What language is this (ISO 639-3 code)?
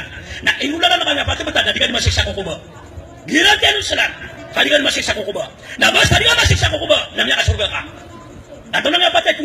mrw